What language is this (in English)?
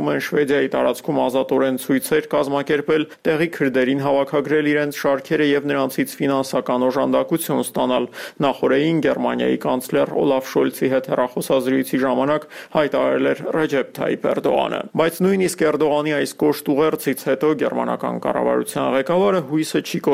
Armenian